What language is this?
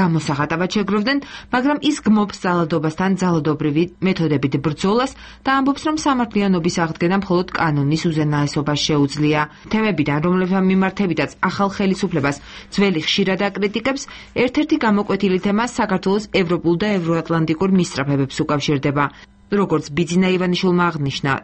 Georgian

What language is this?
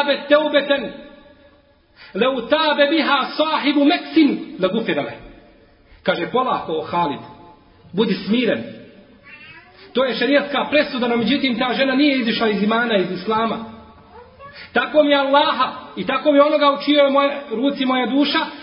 Bosnian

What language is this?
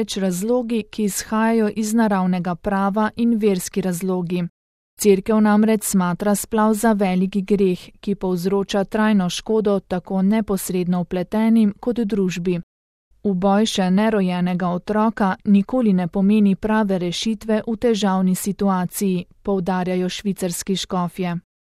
Slovenian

